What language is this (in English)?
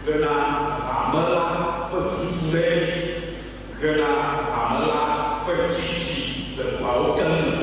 Ewe